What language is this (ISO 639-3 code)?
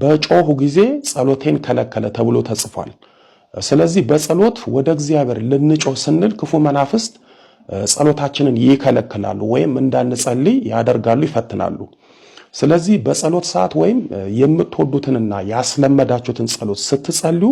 amh